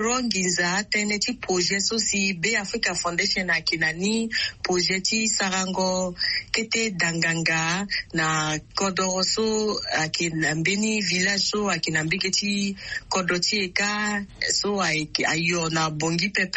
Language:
Sango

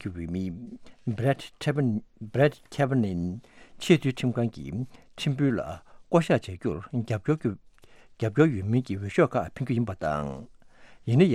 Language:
Tibetan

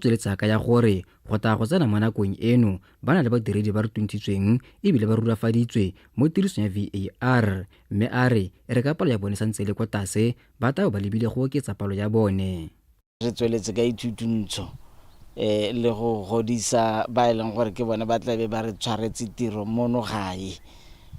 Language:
Tswana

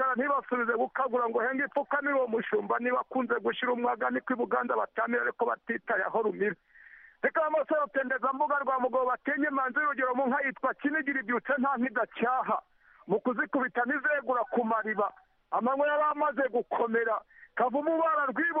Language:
Kinyarwanda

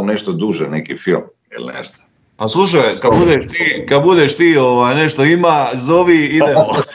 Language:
Croatian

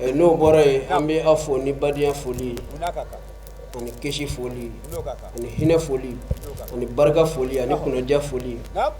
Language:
Bambara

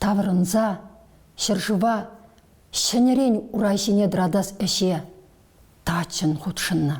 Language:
Chuvash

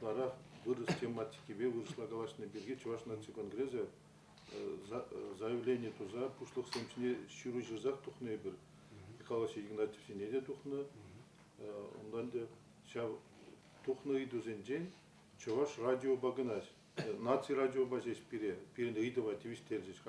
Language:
Chuvash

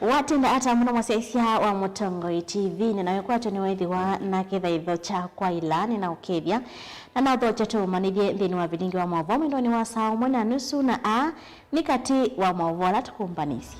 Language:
Kamba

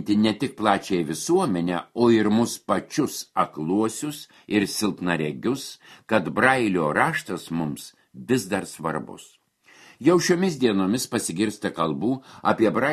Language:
Lithuanian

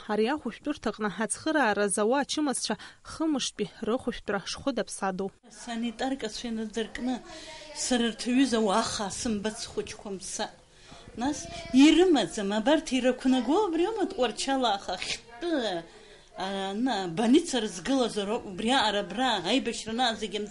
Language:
Abkhazian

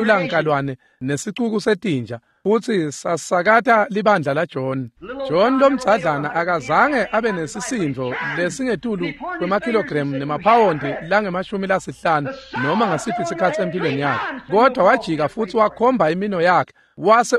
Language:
Swati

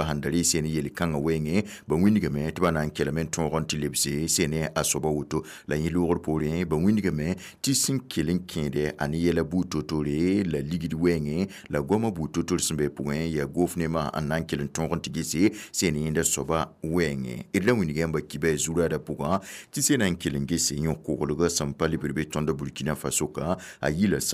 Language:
Mossi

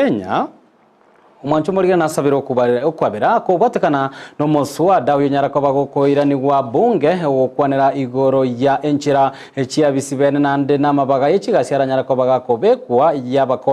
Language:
Gusii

